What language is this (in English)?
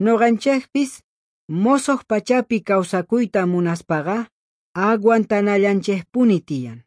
South Bolivian Quechua